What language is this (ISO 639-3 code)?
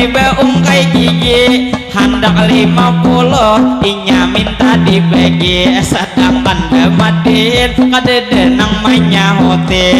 bjn